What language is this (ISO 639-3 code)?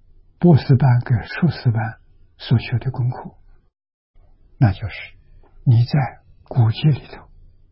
zho